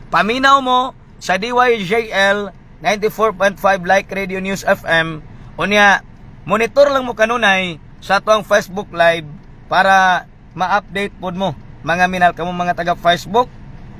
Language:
Cebuano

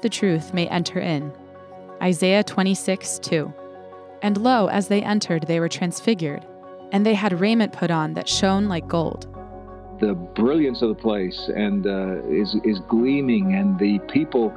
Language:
English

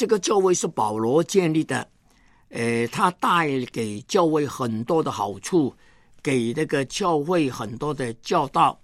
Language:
Chinese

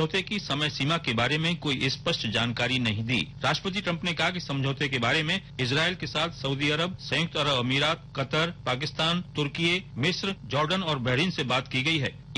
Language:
Hindi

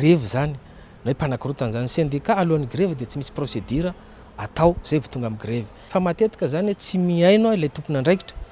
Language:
Malagasy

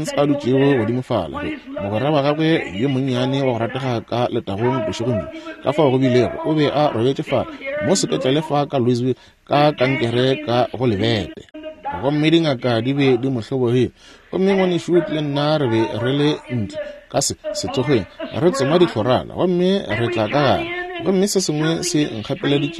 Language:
Northern Sotho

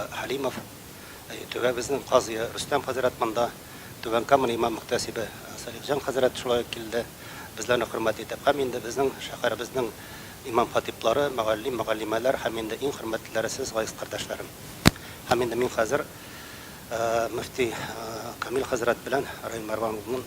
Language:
Tatar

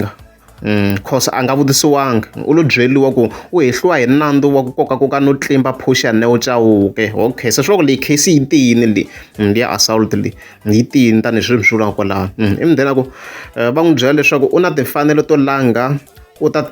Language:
Tsonga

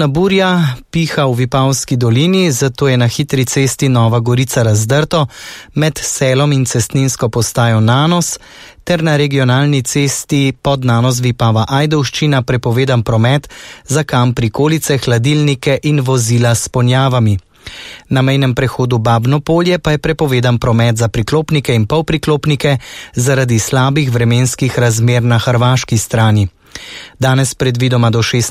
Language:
Slovenian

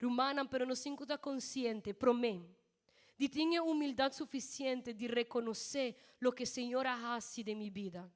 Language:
Papiamento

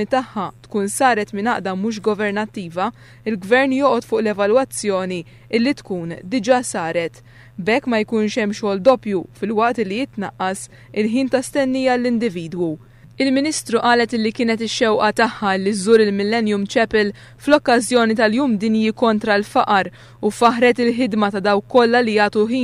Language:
Maltese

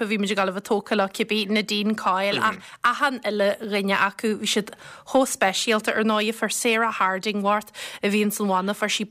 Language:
Irish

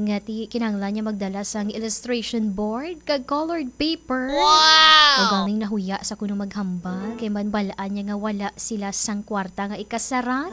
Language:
Hiligaynon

